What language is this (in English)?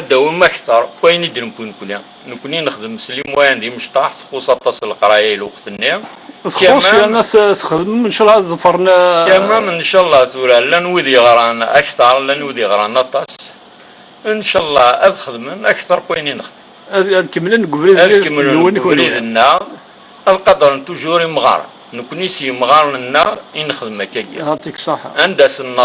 Kabyle